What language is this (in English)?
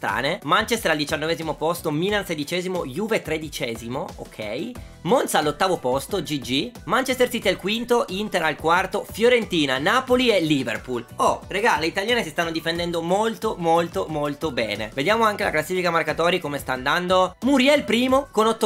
Italian